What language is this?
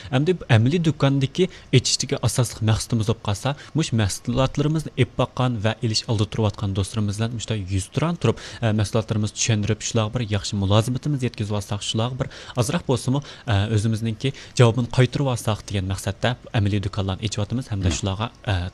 Uyghur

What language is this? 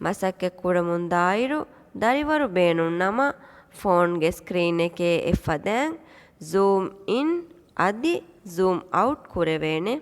Divehi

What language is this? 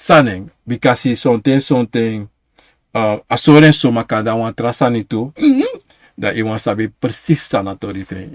Sranan Tongo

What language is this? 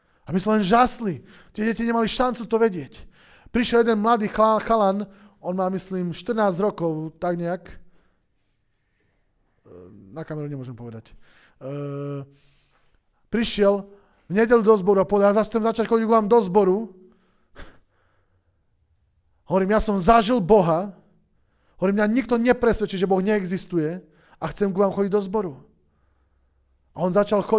Slovak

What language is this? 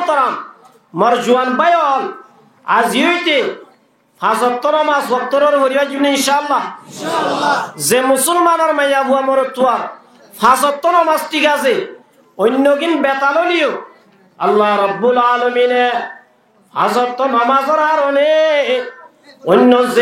Rohingya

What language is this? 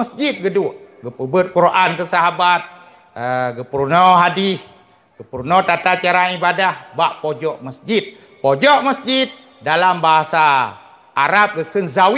Achinese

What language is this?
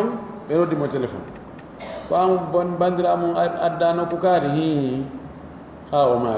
Pular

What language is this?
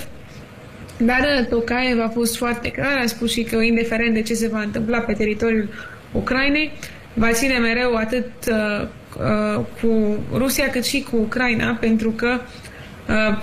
Romanian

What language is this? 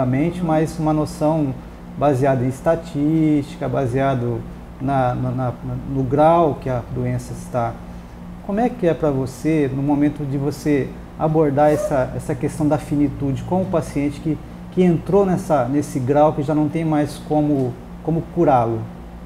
Portuguese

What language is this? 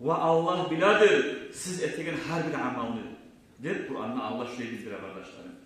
Kumyk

